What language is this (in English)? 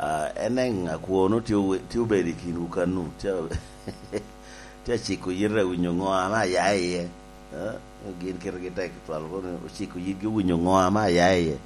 Lango (Uganda)